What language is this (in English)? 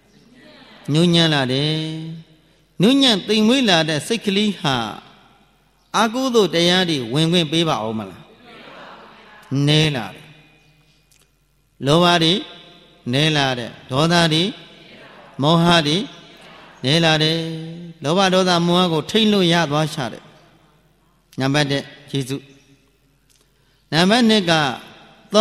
Burmese